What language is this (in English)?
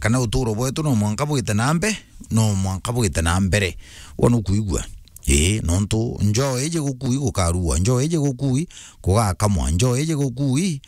Meru